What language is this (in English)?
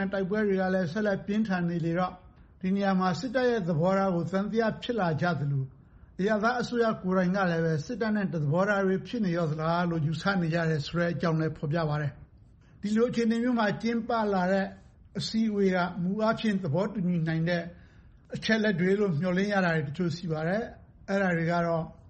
Burmese